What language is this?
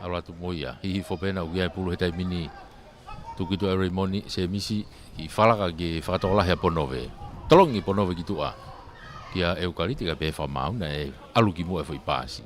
Tongan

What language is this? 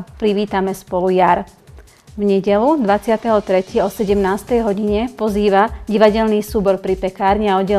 Slovak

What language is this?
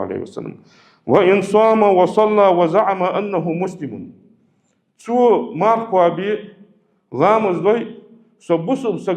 Ingush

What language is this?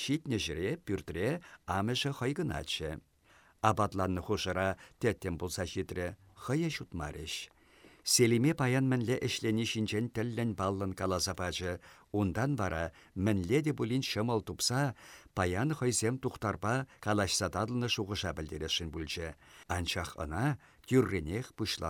Chuvash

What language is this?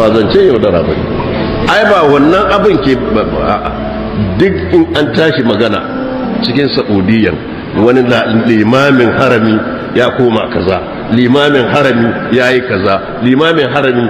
Hausa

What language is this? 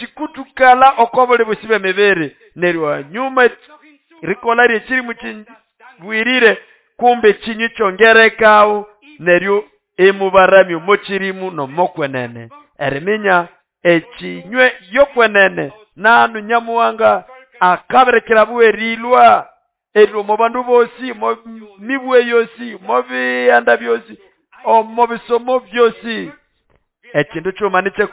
Nande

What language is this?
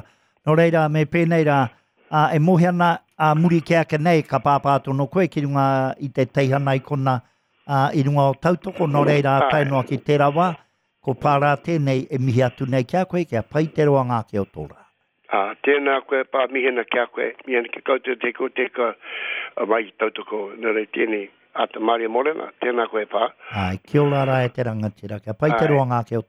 Māori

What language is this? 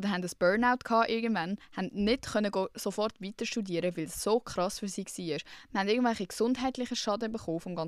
Swiss German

